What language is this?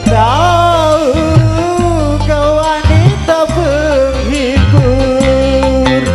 Indonesian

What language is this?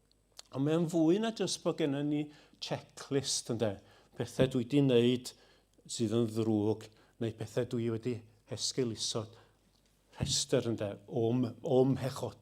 Welsh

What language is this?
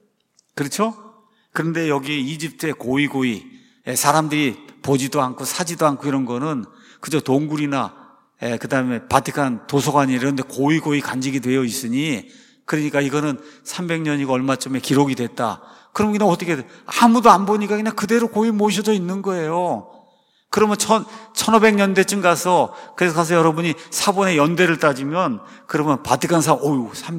Korean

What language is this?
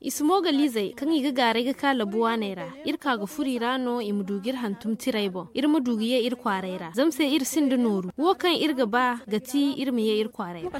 Zarma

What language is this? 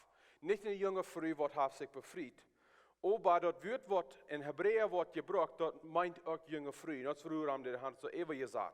Plautdietsch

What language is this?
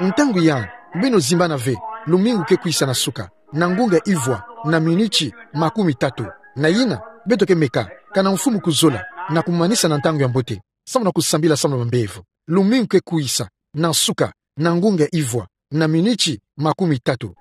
Kituba (Democratic Republic of Congo)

